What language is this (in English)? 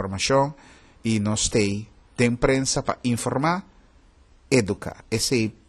Papiamento